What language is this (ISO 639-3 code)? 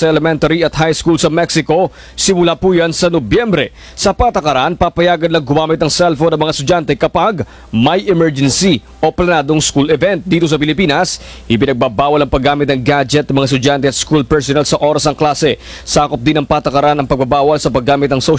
fil